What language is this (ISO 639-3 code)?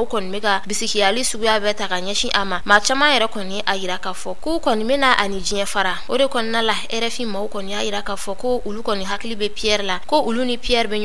bam